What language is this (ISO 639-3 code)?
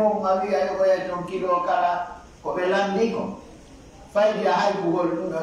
fuf